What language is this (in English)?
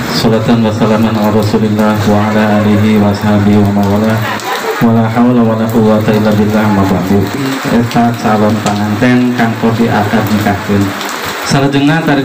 Sundanese